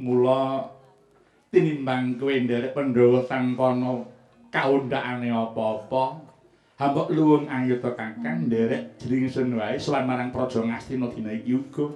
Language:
Javanese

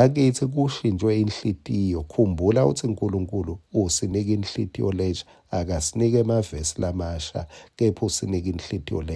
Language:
Swati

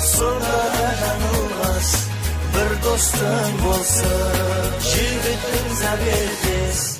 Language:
Kara-Kalpak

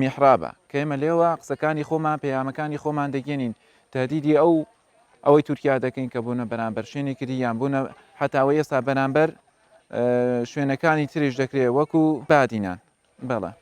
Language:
Central Kurdish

